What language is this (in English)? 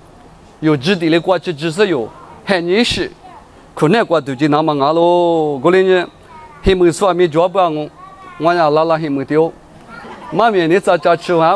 Lisu